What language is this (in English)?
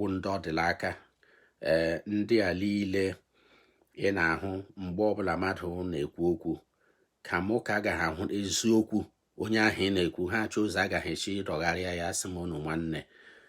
Igbo